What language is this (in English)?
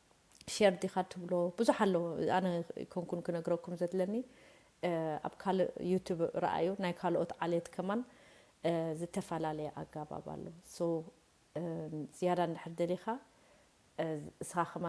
Tigrinya